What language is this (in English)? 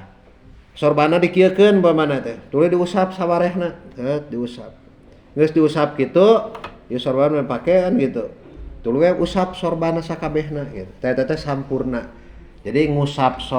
Sundanese